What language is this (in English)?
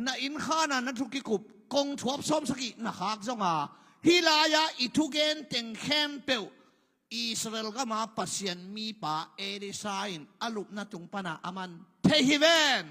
Tedim Chin